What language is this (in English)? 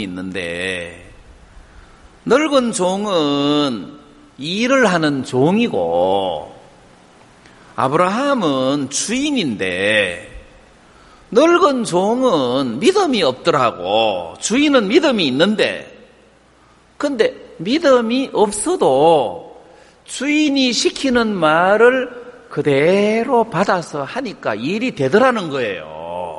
Korean